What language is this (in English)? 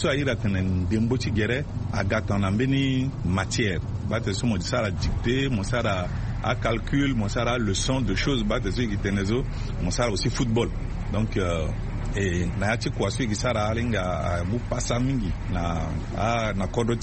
Sango